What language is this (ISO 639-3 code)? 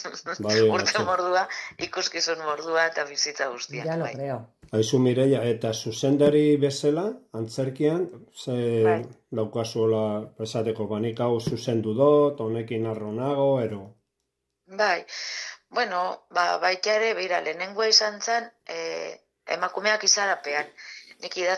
eus